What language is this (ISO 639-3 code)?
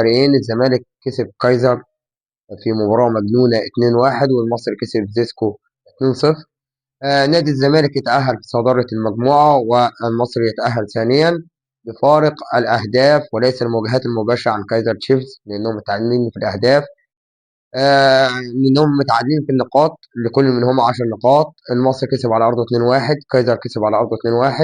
arz